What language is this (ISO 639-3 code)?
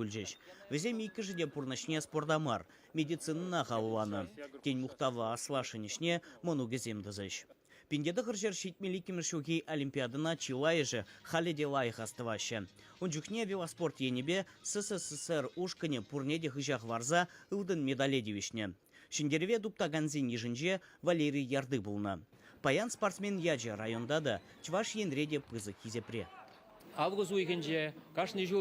chv